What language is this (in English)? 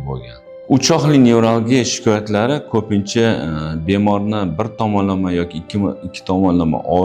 Uzbek